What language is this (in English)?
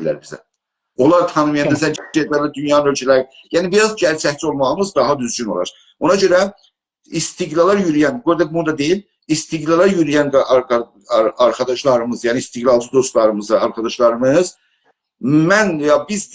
South Azerbaijani